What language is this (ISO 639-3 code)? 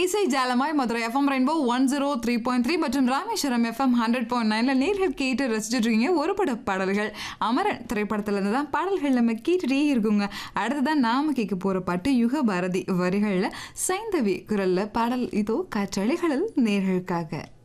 tam